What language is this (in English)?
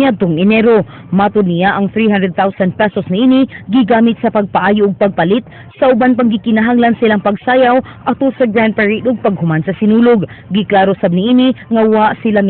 Cebuano